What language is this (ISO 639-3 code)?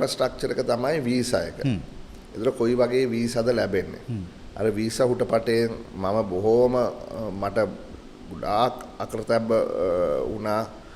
sin